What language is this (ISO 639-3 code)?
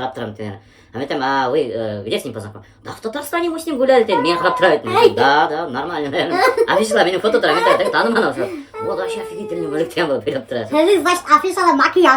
bak